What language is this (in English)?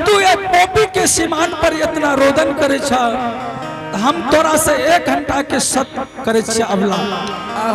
Angika